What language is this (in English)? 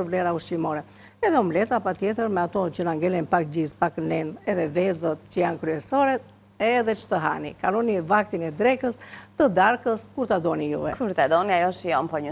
Albanian